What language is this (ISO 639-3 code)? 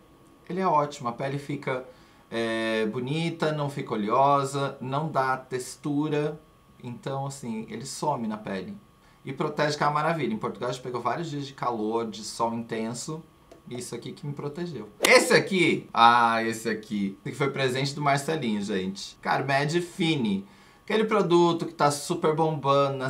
por